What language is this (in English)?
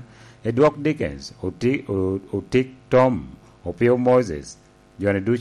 Lango (Uganda)